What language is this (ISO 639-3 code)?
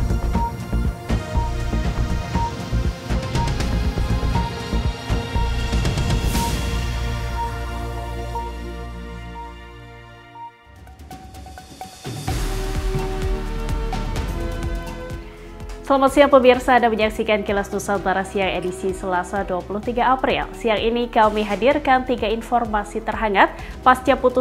ind